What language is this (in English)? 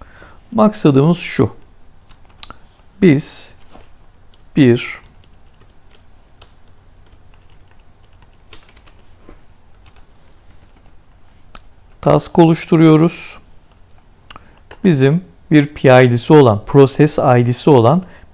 Turkish